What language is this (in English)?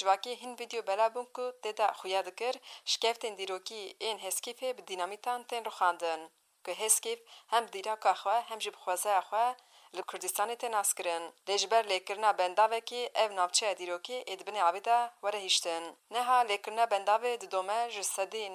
Kurdish